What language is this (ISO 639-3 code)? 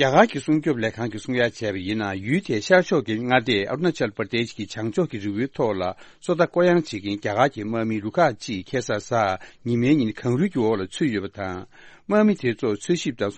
bod